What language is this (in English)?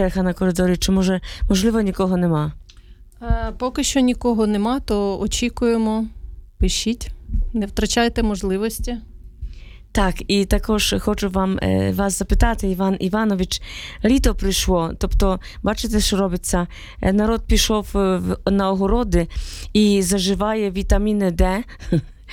Ukrainian